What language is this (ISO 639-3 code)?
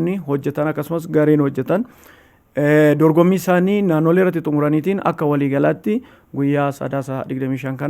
orm